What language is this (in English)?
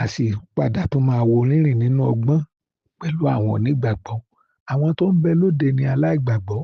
Yoruba